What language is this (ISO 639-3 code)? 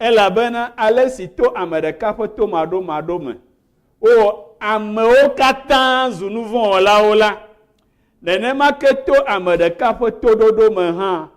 ewe